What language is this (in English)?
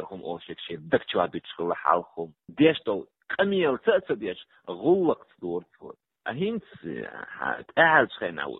Chechen